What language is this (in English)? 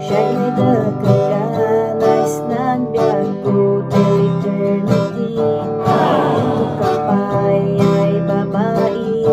Kankanaey